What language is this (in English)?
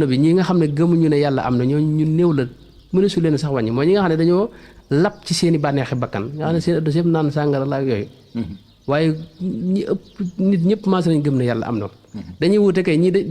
Wolof